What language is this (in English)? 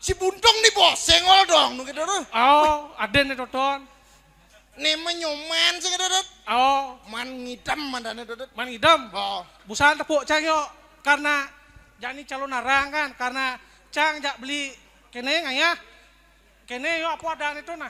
Balinese